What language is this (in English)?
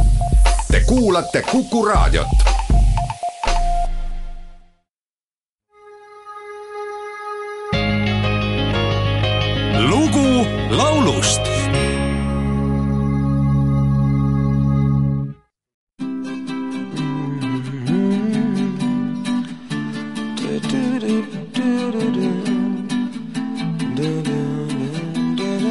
Estonian